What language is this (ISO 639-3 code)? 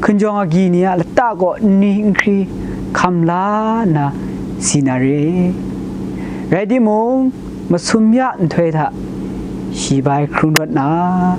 kac